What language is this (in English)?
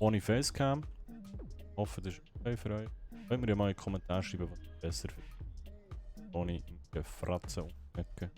Swiss German